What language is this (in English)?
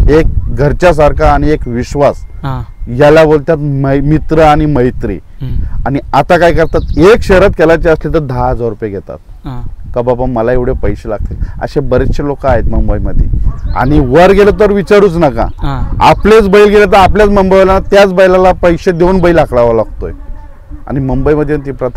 Marathi